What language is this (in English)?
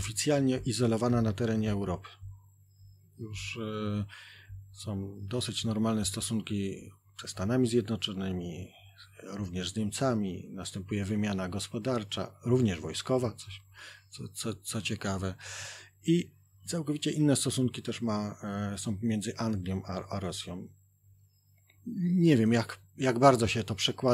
Polish